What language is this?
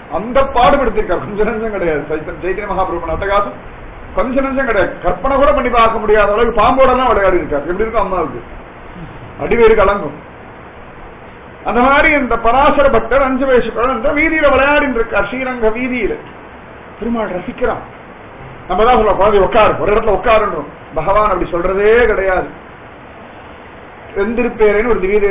Tamil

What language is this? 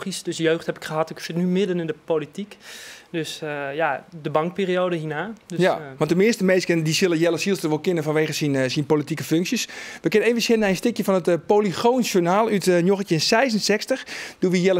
Western Frisian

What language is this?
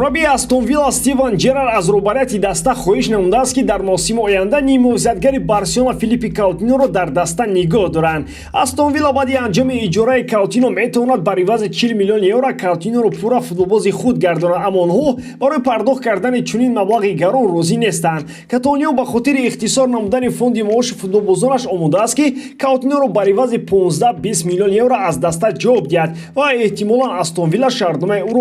Tajik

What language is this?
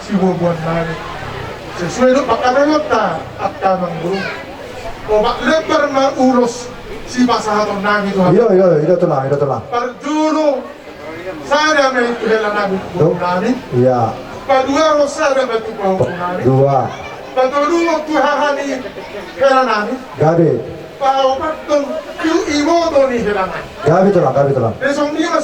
Batak Toba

